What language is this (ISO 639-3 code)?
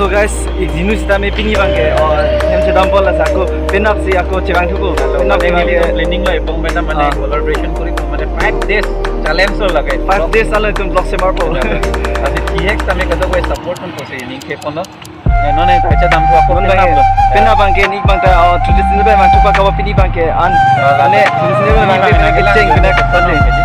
mjw